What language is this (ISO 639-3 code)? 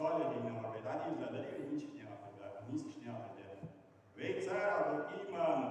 inh